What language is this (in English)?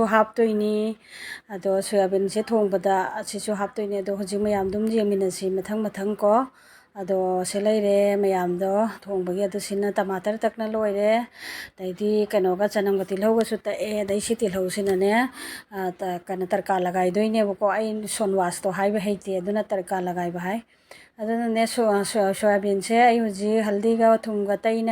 Manipuri